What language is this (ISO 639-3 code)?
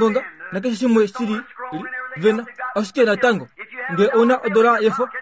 kua